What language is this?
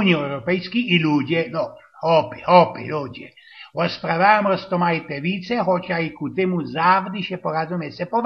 Silesian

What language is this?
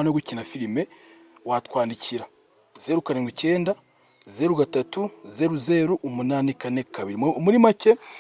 Kinyarwanda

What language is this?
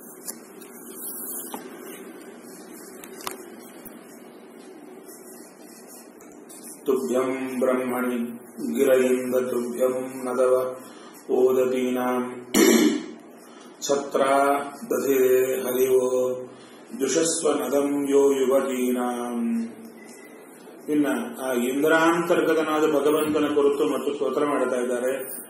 Kannada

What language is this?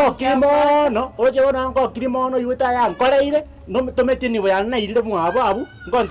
Gusii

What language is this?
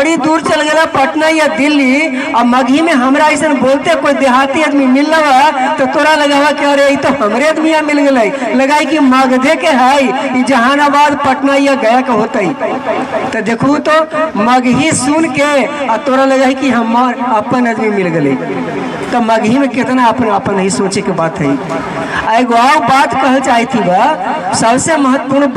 Magahi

